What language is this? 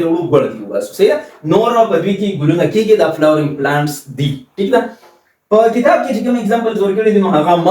Pashto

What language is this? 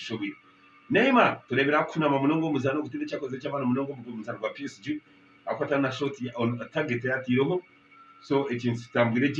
Nyankole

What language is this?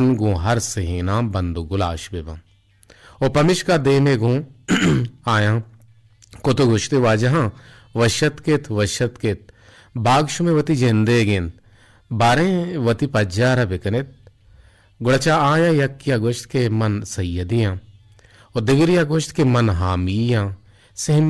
Eastern Balochi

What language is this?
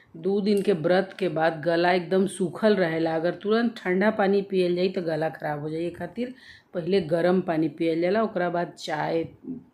Bhojpuri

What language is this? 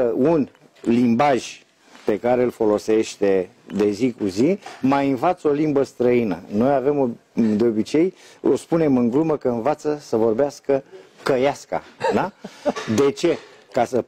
Romanian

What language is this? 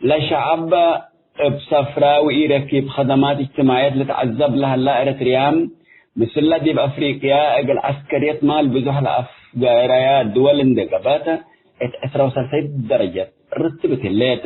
Tigre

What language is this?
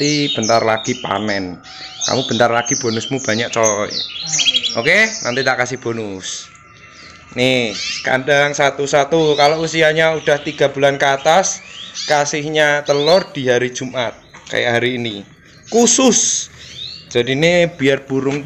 Indonesian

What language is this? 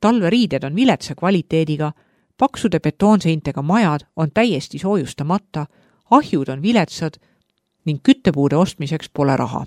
Estonian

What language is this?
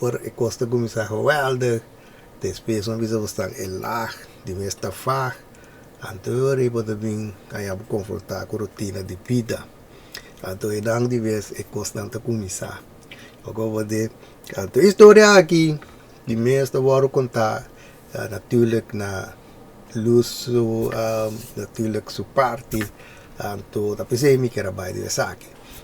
Papiamento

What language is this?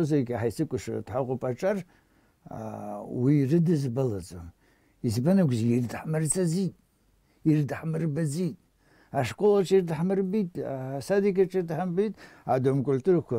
Abkhazian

